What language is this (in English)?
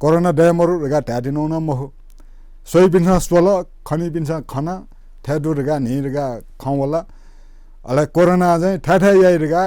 Newari